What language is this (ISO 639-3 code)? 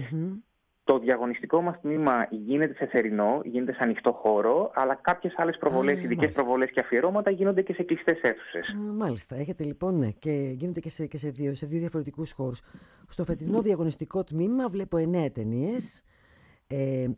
ell